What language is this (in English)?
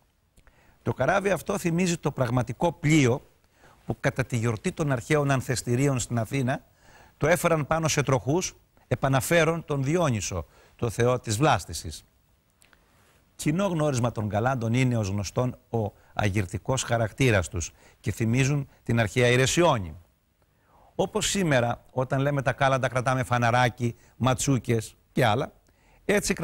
Greek